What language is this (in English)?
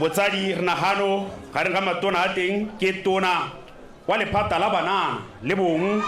Tswana